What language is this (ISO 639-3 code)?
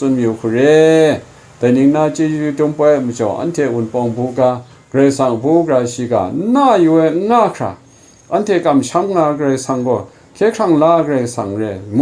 kac